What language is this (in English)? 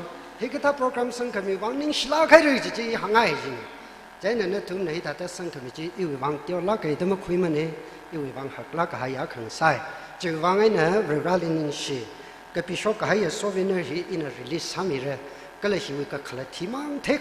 Tangkhul Naga (India)